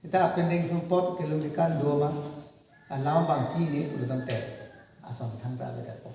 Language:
Karbi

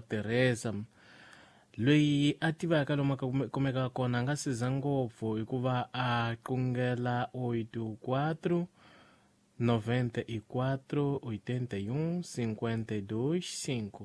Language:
Tsonga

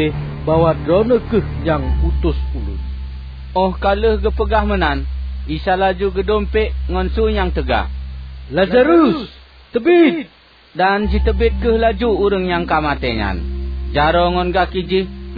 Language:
Achinese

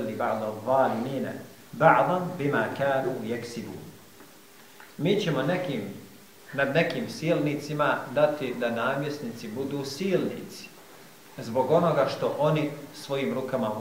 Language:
Bosnian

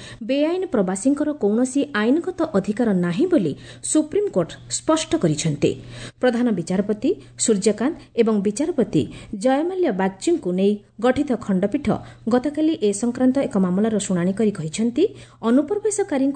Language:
Odia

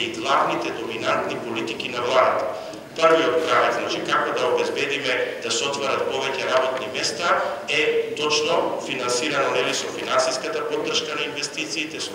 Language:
Macedonian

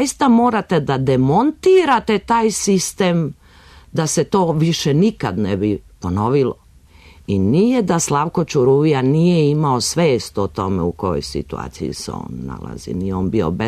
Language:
Serbian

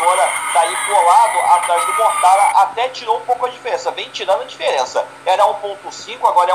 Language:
Portuguese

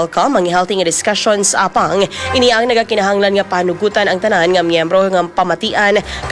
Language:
Hiligaynon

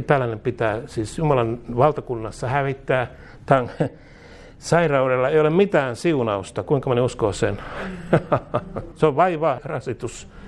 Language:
Finnish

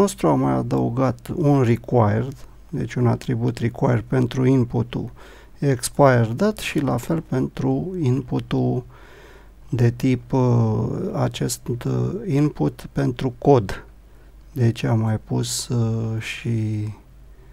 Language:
Romanian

